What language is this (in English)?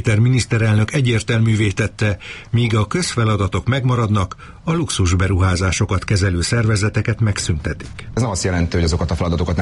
Hungarian